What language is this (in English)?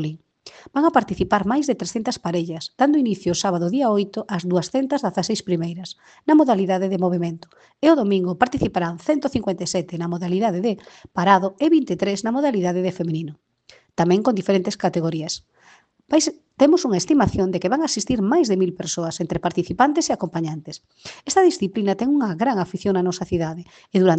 Galician